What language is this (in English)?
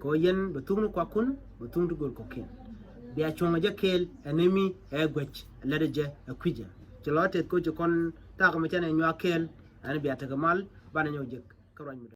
Nuer